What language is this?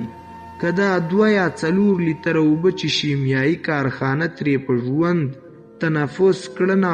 Pashto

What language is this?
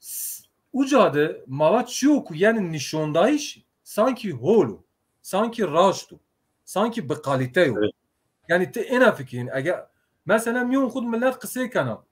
Zaza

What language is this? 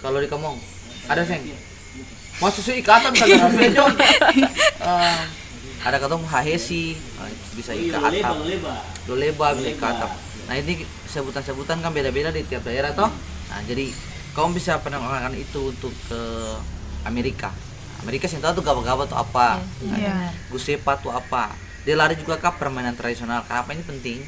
Ambonese Malay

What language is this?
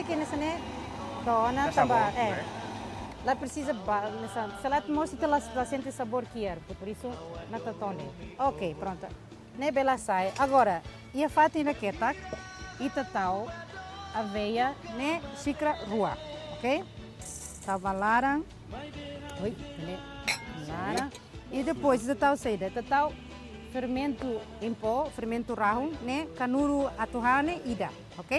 Tetum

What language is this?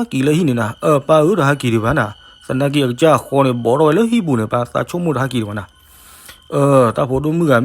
S'gaw Karen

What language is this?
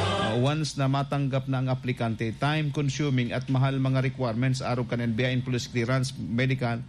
Bikol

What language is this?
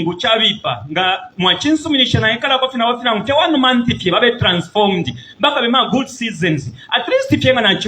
Bemba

